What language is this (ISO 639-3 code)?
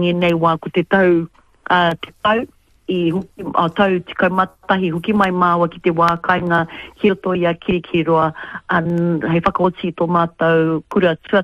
mri